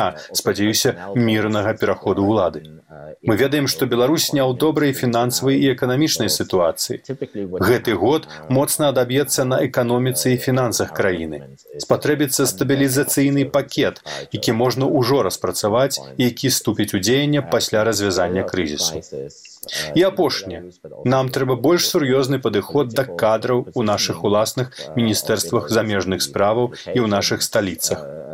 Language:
Belarusian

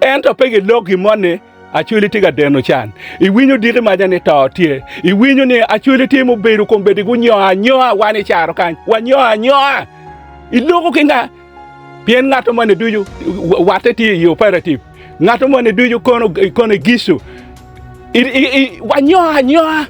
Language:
Acoli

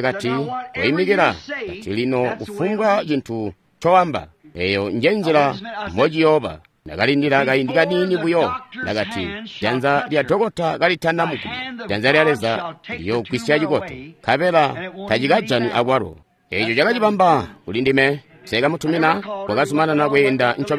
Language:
Tonga (Zambia)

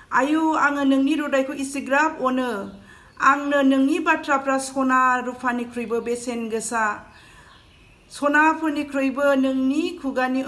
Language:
Bodo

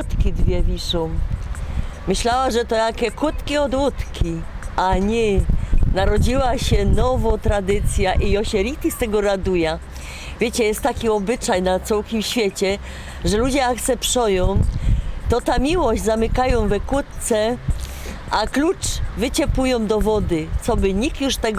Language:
Silesian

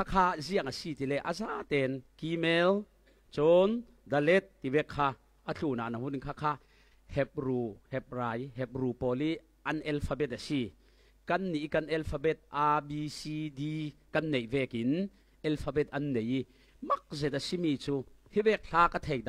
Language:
Falam Chin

